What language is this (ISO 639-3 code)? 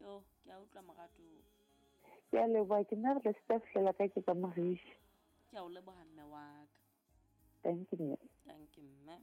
sot